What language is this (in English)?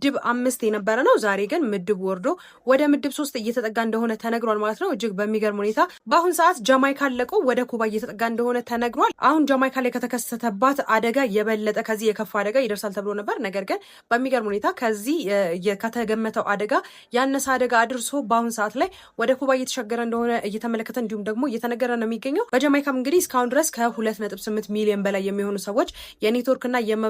Amharic